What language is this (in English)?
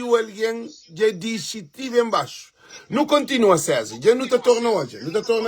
Kabuverdianu